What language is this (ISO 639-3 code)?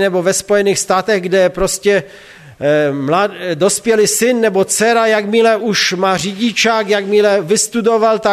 ces